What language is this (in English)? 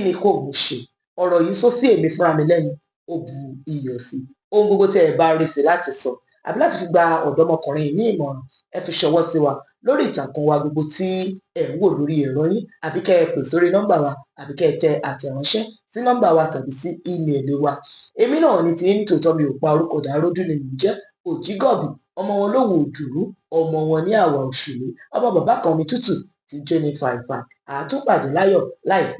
Yoruba